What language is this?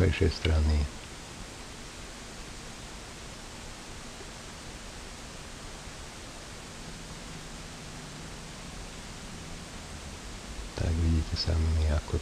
Slovak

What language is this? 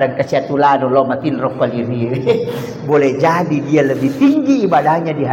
Buginese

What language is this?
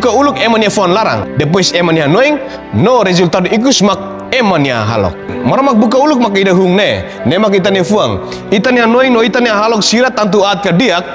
Tetum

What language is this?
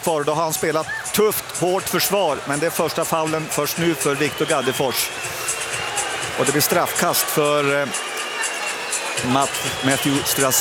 Swedish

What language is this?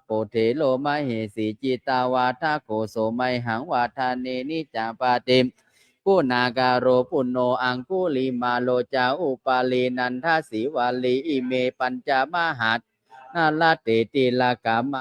Pali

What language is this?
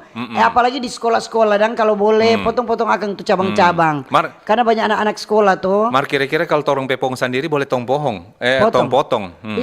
Manado Malay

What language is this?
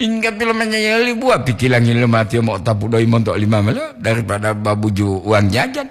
Gorontalo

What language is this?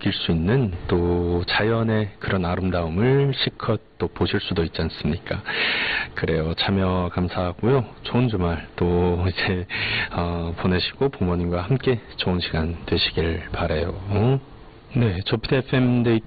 Korean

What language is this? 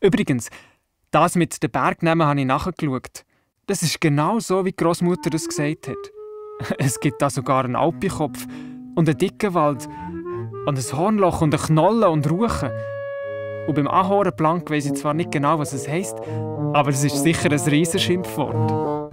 Swiss German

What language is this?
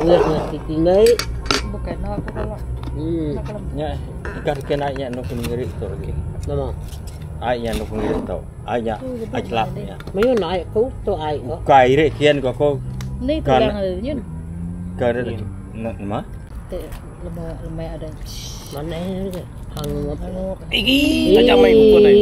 Iban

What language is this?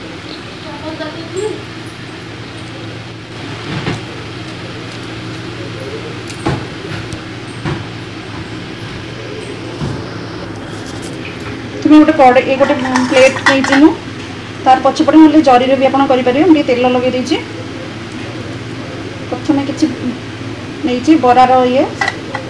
Odia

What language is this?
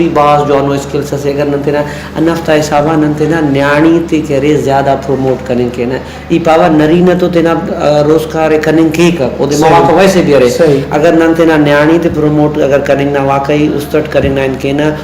Brahui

